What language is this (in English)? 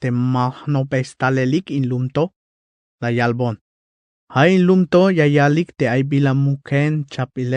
Tzeltal